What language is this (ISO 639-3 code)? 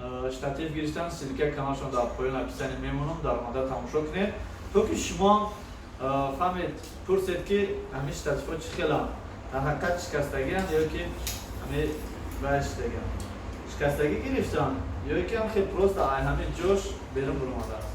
tgk